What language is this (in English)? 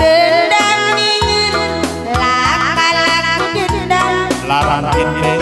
Batak Karo